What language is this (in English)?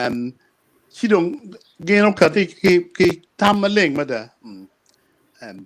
Acoli